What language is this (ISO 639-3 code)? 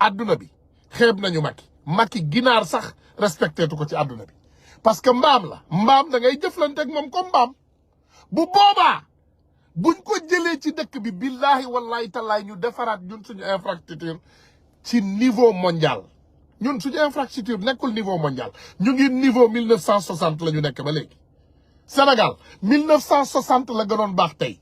wol